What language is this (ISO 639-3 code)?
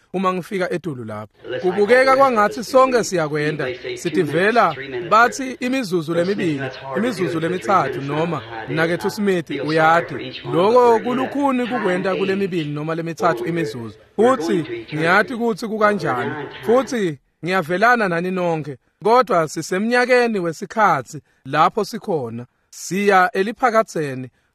ssw